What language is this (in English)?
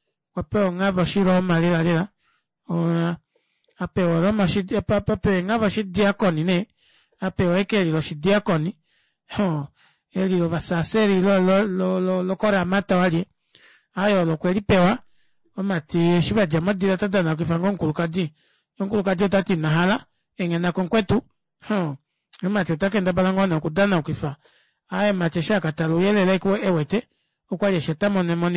Kuanyama